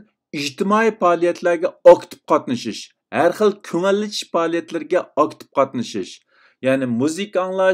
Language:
Uyghur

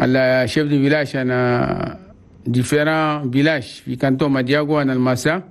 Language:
Chadian Arabic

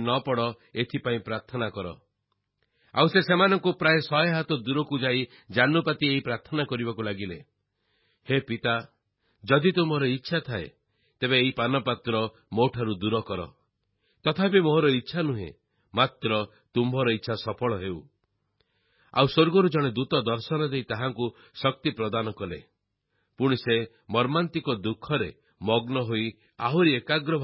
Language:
Odia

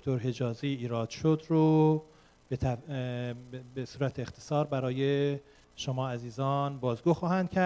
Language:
Persian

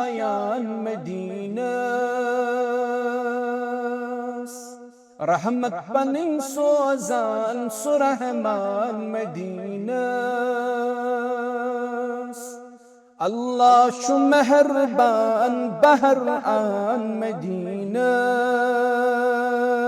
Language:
Kashmiri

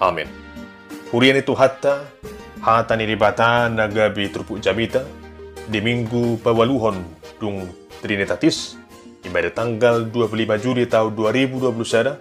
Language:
Batak Toba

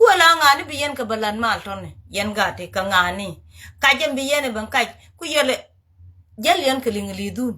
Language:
Nuer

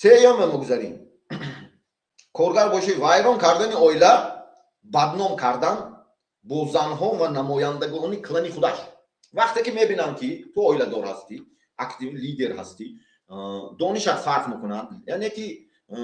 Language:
Tajik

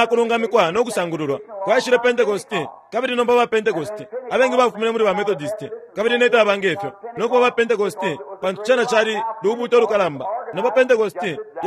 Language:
Bemba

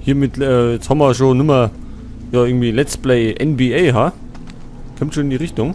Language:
Bavarian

